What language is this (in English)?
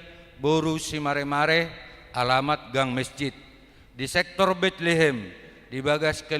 Batak Toba